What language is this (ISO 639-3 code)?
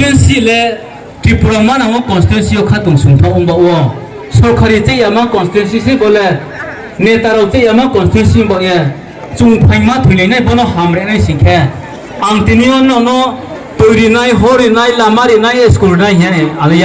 ria